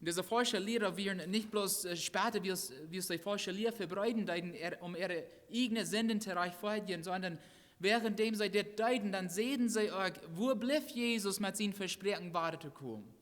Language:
Plautdietsch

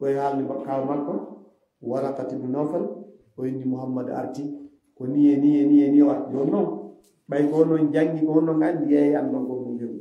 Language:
Fula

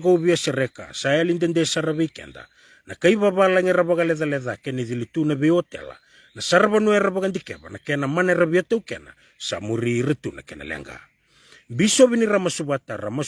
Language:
Fijian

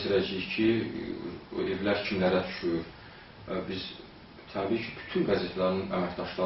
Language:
Azerbaijani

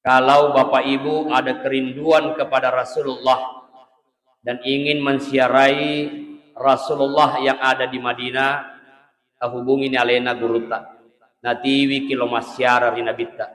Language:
Buginese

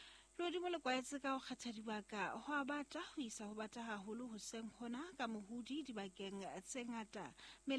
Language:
Southern Sotho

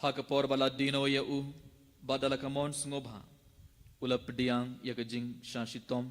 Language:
Khasi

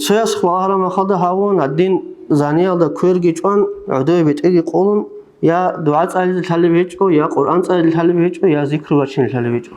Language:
Avaric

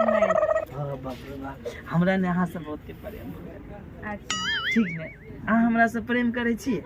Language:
Maithili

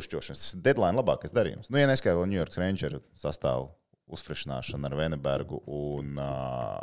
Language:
Latvian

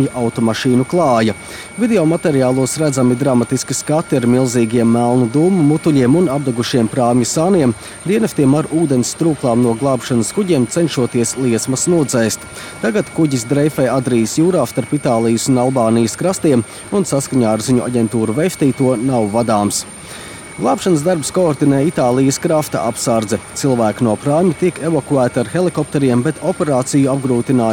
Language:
Latvian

